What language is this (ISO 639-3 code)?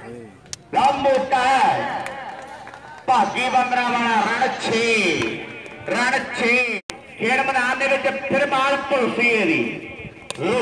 pan